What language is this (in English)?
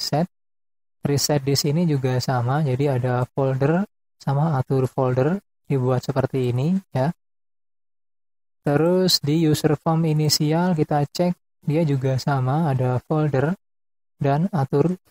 Indonesian